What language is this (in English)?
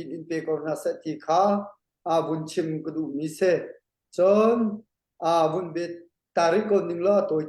Hakha Chin